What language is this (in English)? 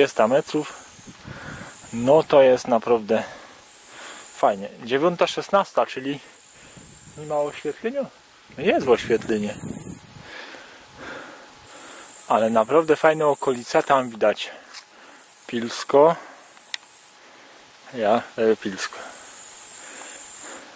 Polish